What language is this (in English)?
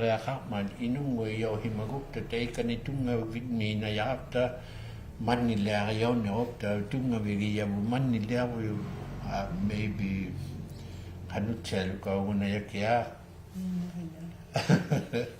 Inuktitut